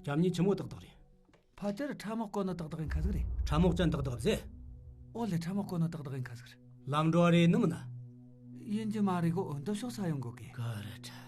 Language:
Tibetan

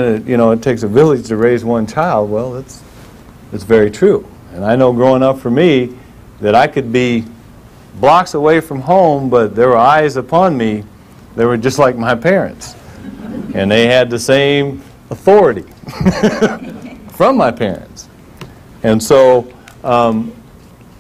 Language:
English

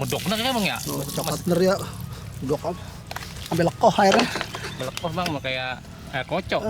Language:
Betawi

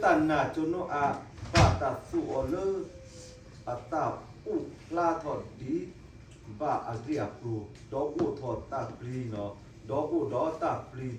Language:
S'gaw Karen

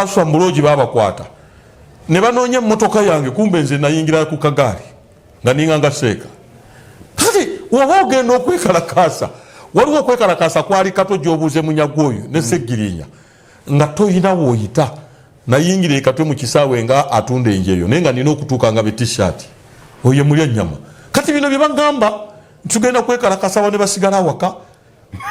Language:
Ganda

